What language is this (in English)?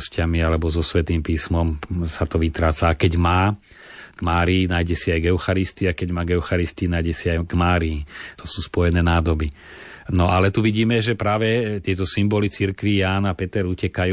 Slovak